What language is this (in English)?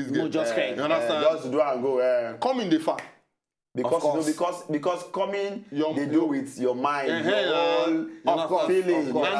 Nigerian Pidgin